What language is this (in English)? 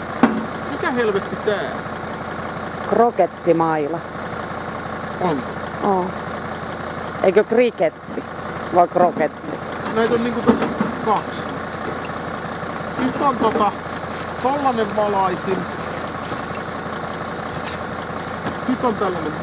Finnish